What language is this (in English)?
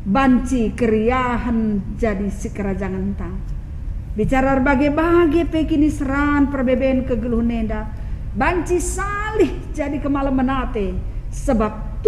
Batak Karo